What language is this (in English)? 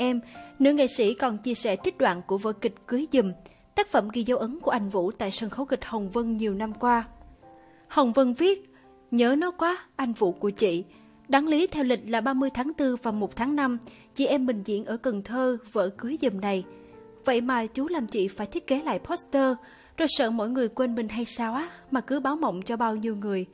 Vietnamese